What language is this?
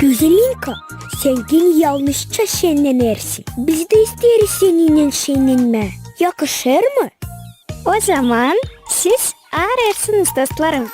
Gagauz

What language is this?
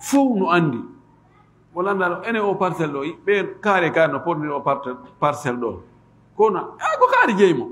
Fula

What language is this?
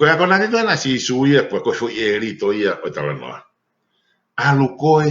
Tongan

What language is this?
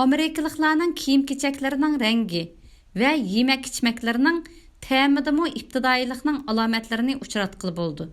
Uyghur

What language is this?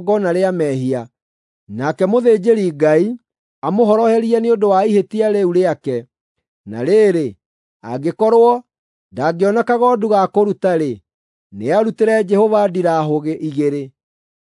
Kikuyu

